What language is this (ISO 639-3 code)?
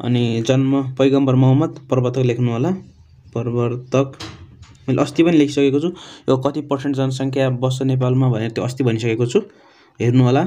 nep